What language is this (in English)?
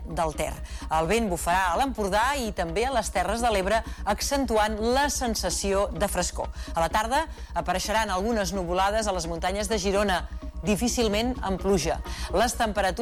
Catalan